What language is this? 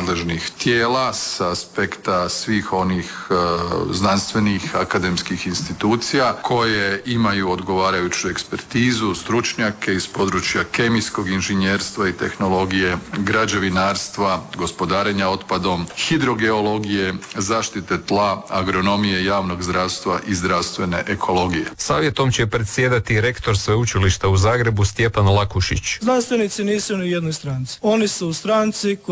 Croatian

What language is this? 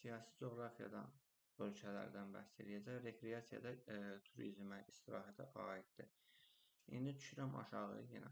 Azerbaijani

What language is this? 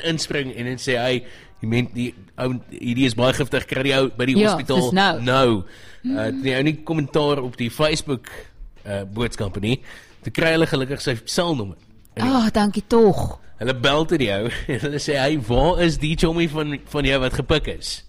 Afrikaans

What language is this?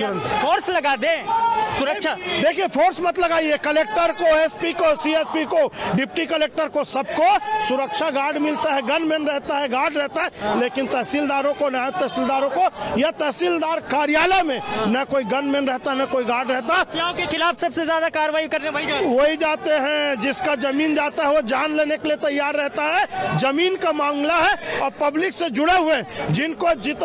Hindi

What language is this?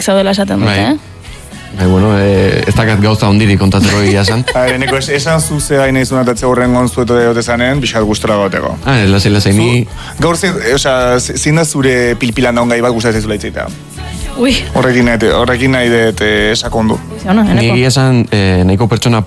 Basque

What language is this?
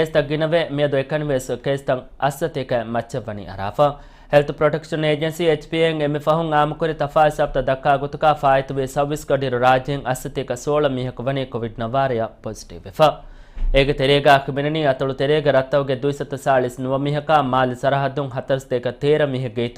Divehi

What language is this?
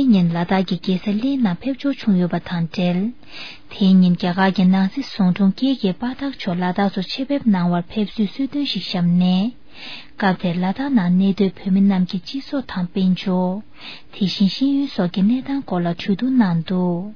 Tibetan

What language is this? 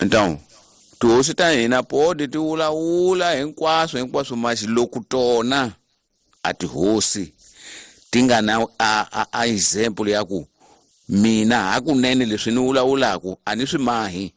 Tsonga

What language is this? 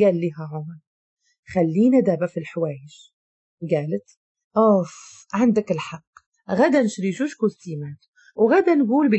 Moroccan Arabic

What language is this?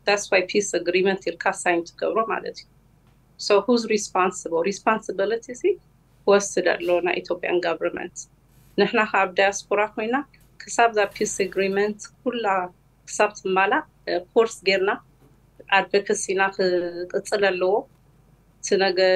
Tigrinya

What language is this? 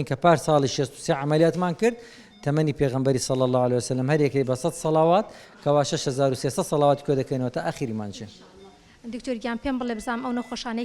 Central Kurdish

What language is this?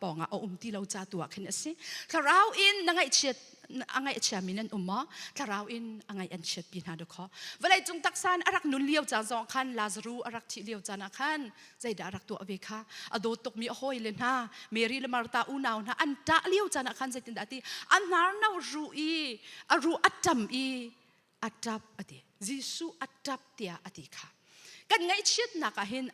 Hakha Chin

